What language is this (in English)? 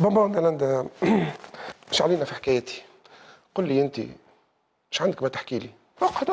Tunisian Arabic